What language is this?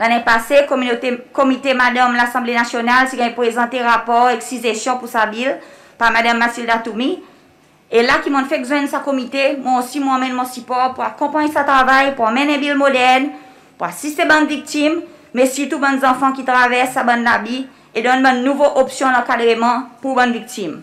Seselwa Creole French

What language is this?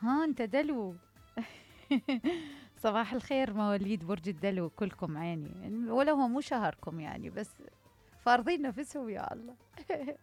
Mesopotamian Arabic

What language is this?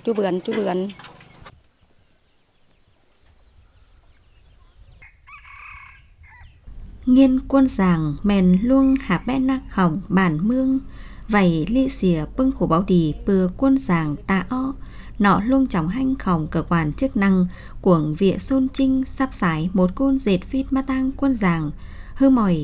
Vietnamese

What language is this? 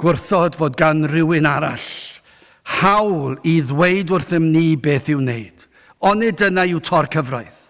Welsh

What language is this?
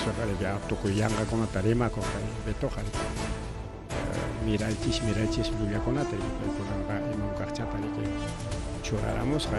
Ayacucho Quechua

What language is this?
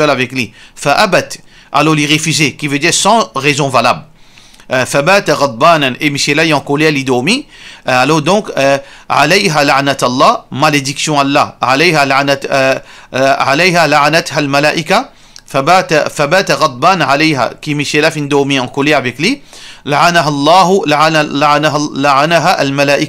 Morisyen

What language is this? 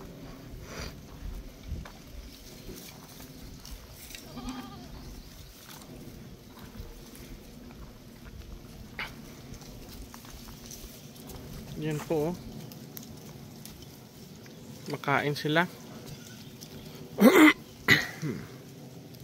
Filipino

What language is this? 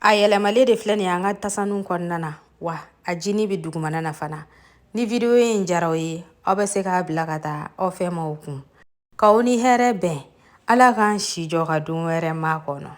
Bambara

